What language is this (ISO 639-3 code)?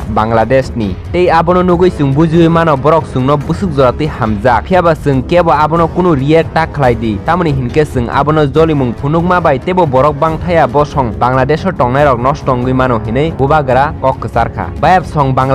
trp